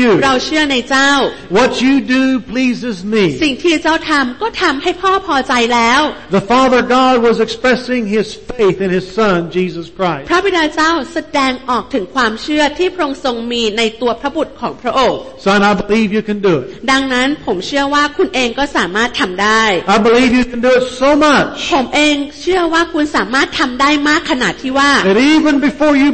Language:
Thai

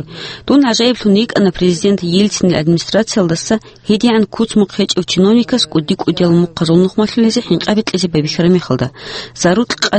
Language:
Avaric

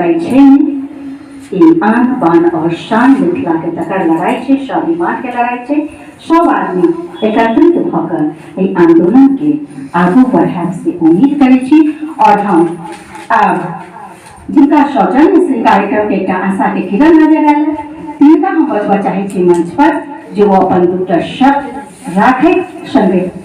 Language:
Maithili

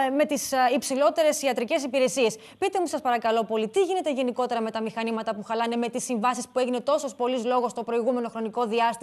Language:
Greek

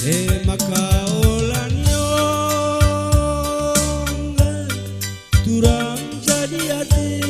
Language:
Batak Karo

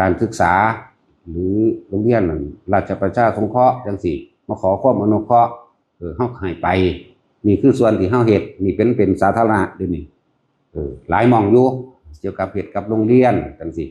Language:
Northeastern Thai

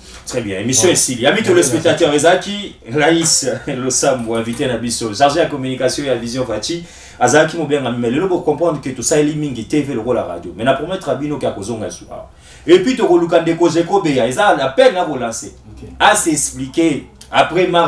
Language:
Lingala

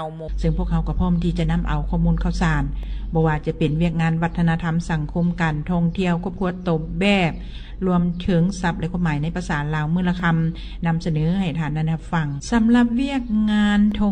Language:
Lao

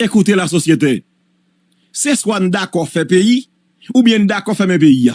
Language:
Haitian Creole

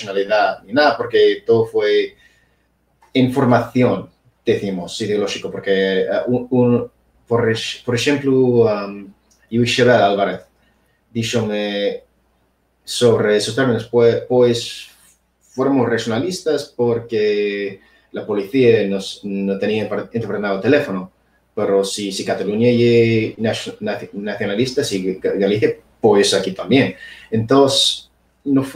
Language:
Asturian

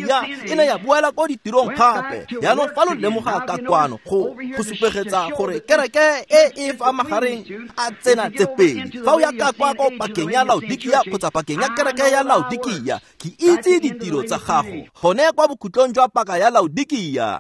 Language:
Tswana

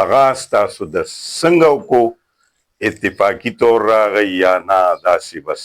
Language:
Pashto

